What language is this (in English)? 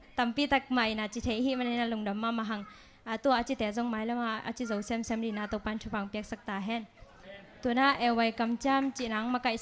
Tedim Chin